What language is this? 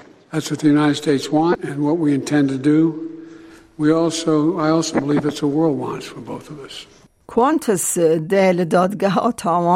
Kurdish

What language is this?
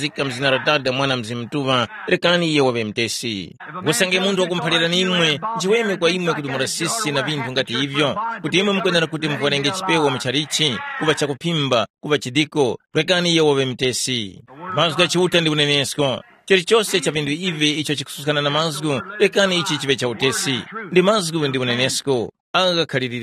Tumbuka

